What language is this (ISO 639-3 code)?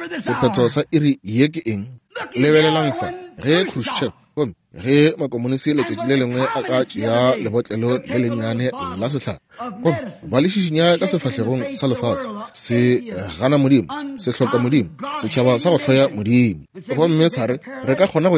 nso